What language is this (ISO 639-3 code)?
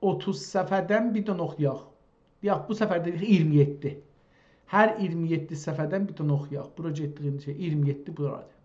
azb